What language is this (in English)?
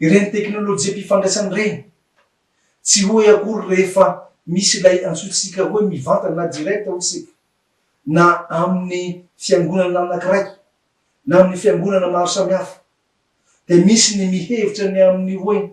Malagasy